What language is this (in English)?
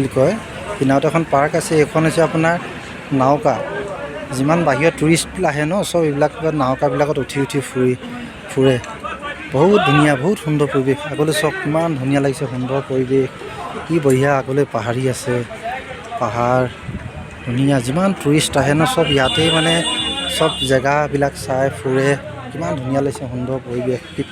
Assamese